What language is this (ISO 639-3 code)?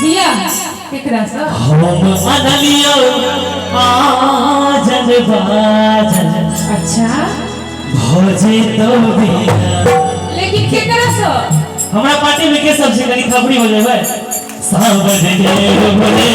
mai